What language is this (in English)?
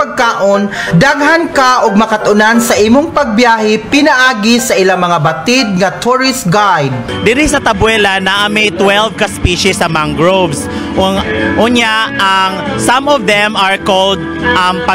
Cebuano